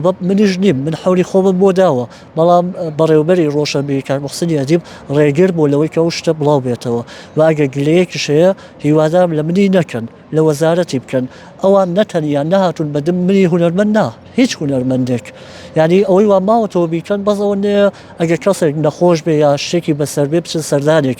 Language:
Central Kurdish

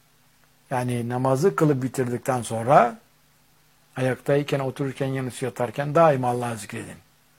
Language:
Turkish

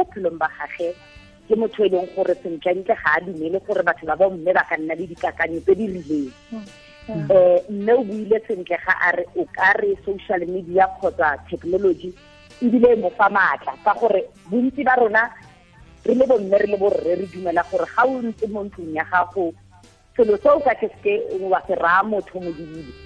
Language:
Tswana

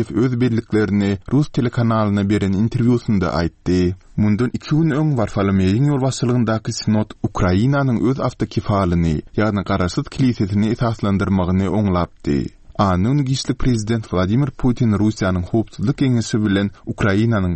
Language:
Turkmen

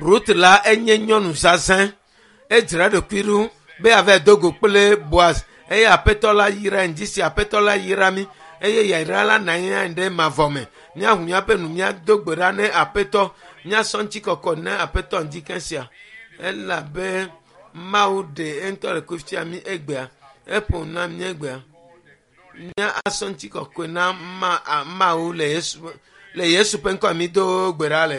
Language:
Ewe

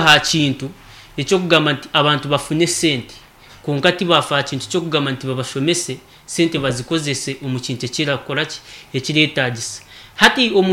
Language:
Nyankole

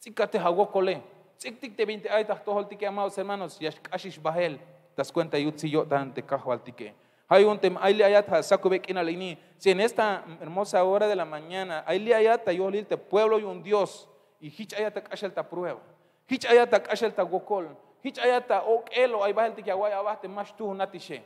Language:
Tzeltal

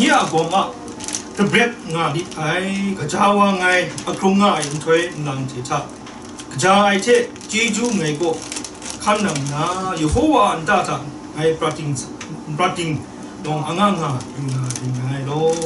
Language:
Kachin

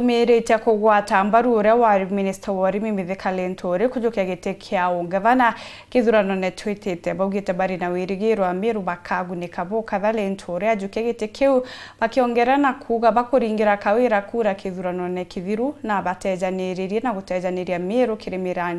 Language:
Meru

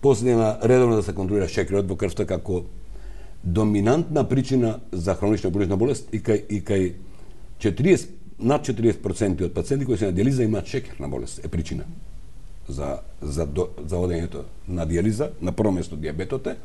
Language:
Macedonian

